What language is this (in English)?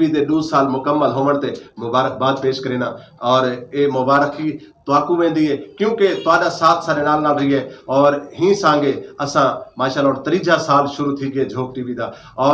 Saraiki